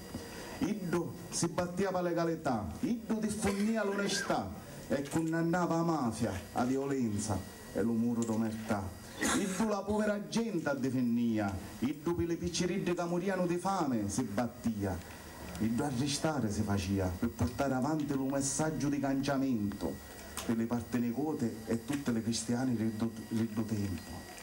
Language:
Sicilian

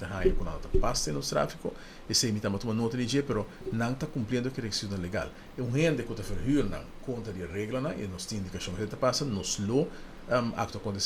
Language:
Papiamento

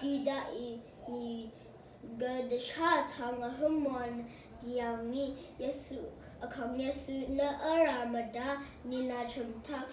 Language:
Rawang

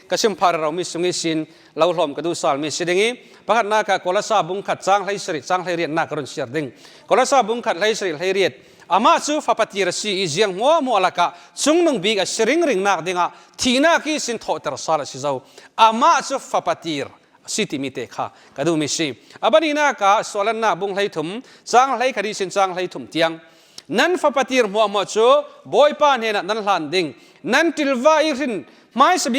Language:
Falam Chin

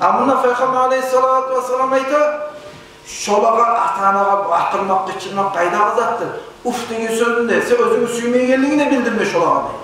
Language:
Kumyk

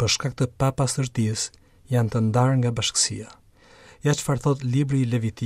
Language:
Albanian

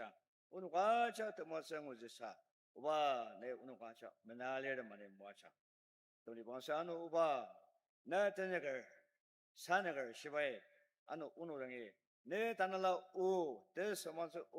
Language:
Ao Naga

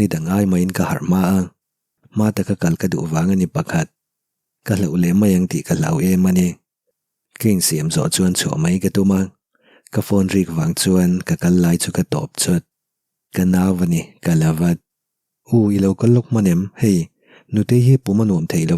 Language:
Mizo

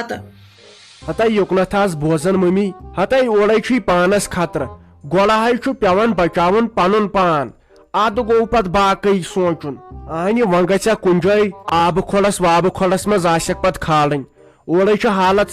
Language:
Kashmiri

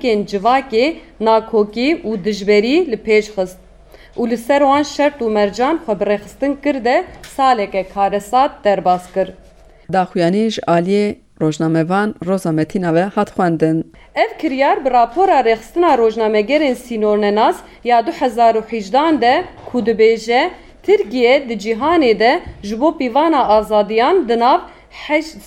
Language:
Kurdish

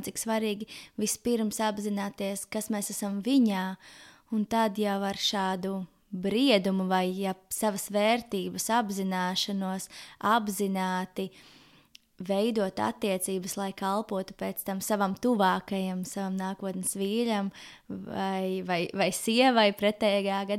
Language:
Latvian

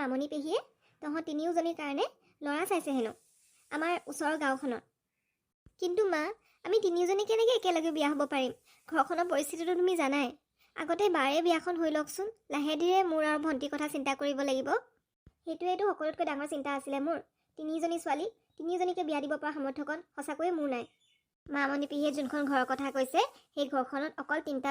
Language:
Assamese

